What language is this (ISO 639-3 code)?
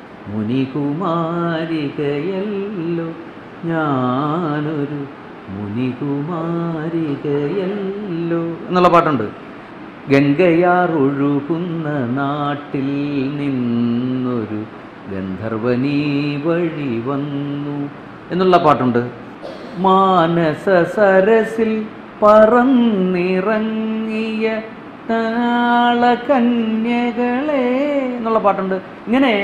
mal